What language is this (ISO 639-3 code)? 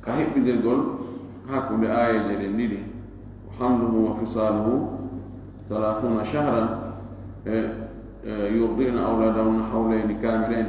ful